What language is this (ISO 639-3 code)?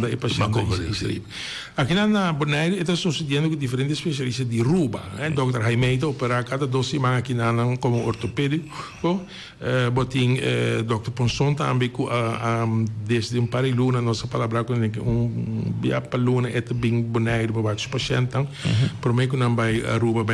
pap